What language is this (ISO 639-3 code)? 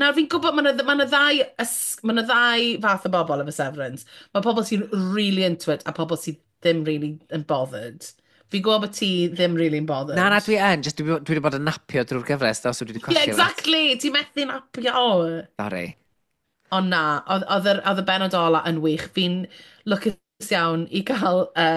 cym